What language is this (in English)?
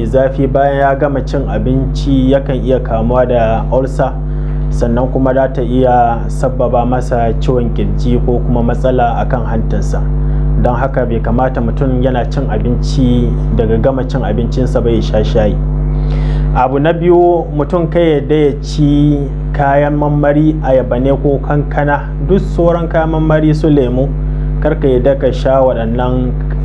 Hausa